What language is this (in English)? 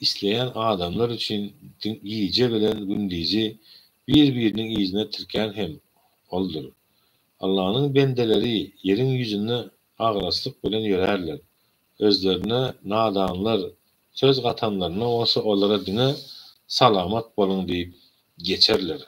Turkmen